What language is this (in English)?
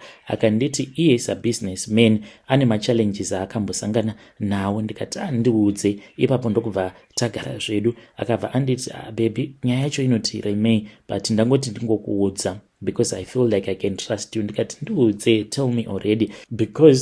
Shona